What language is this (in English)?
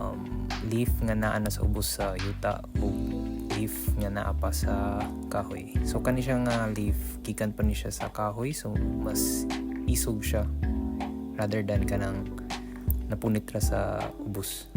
Cebuano